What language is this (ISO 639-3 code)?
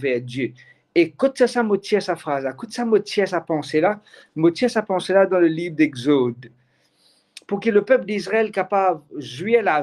mfe